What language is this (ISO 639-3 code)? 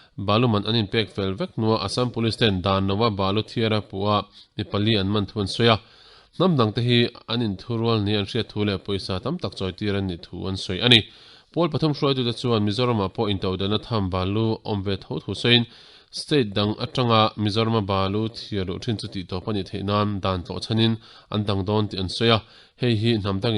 lus